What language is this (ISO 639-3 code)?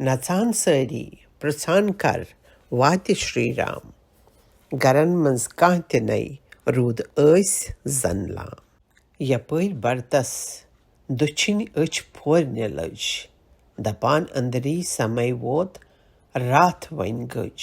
kas